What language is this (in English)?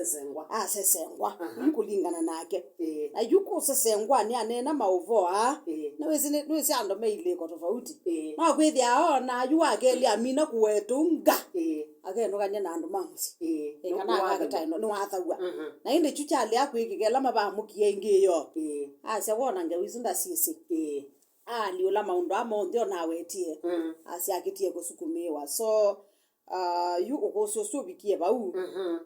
Kamba